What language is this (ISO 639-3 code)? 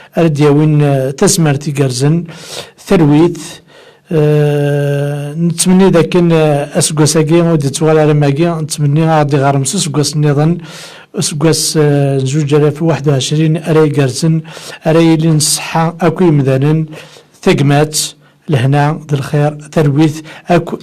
kab